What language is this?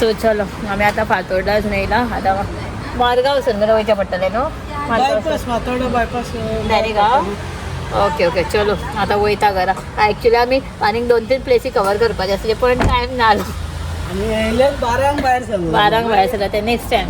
Konkani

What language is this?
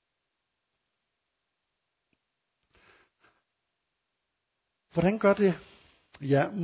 Danish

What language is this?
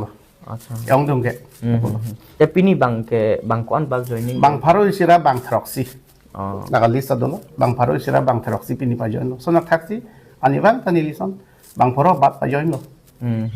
Karbi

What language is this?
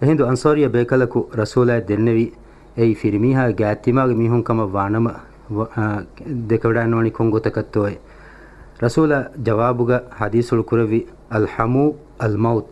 Divehi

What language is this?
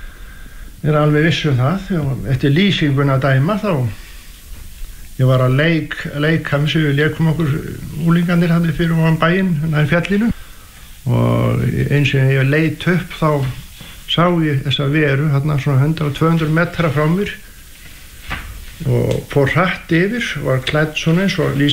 Icelandic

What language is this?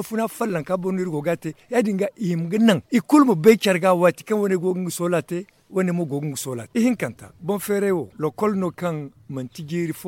Zarma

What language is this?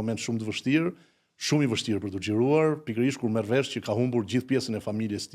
Albanian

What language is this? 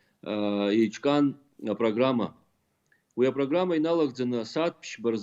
Abkhazian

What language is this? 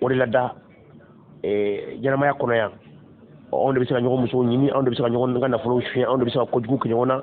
Bambara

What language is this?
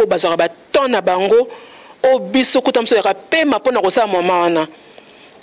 Lingala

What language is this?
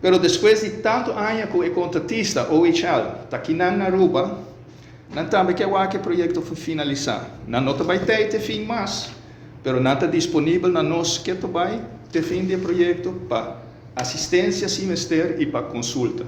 Papiamento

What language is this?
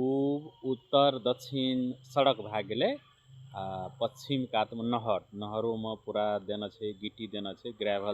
Maithili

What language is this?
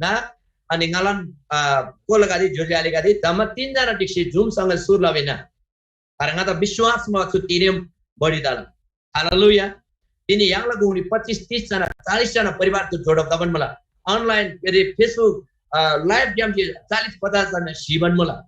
Eastern Tamang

